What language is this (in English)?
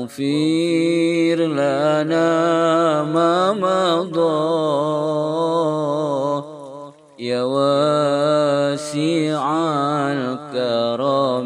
Arabic